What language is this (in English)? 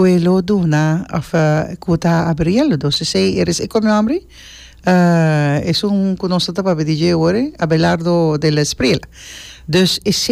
Papiamento